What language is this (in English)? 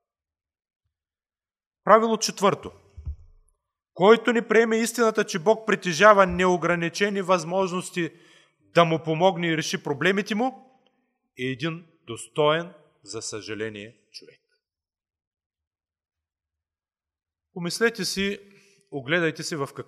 Bulgarian